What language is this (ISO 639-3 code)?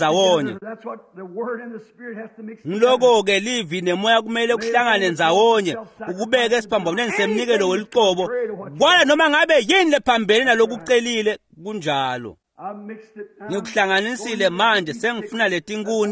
ssw